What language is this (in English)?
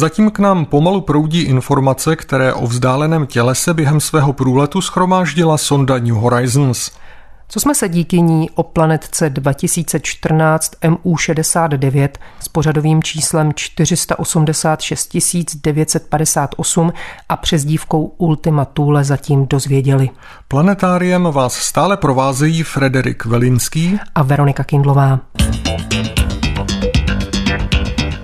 Czech